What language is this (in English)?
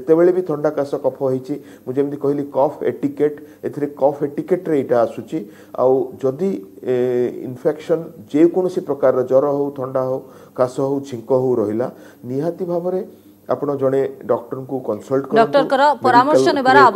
Odia